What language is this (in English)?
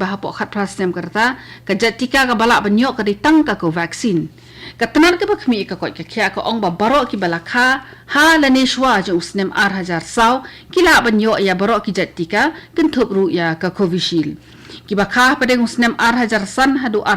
Khasi